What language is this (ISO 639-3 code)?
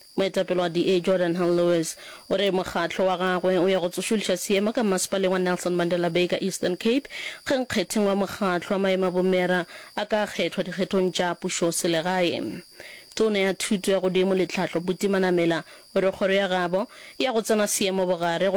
nso